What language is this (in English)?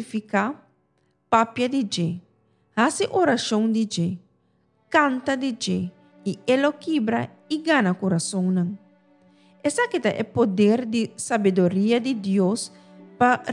Papiamento